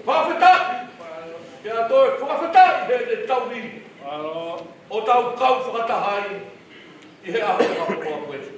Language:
Tongan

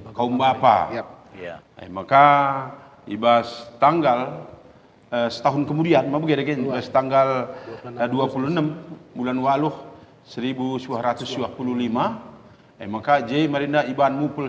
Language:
Batak Karo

